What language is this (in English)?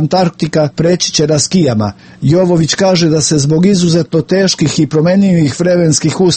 Serbian